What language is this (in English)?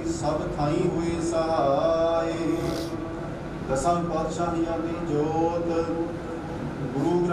Punjabi